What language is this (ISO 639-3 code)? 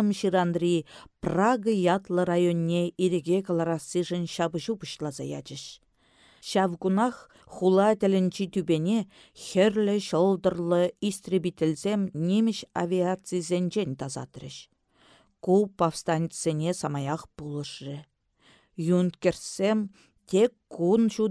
chv